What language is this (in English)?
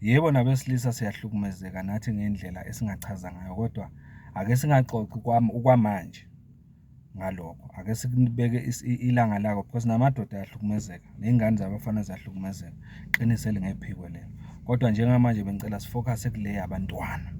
Zulu